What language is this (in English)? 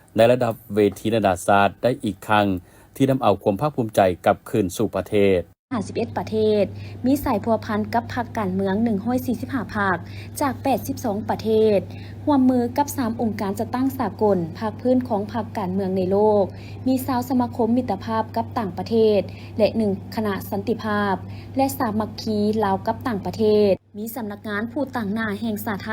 Lao